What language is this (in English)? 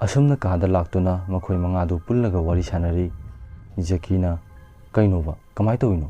Manipuri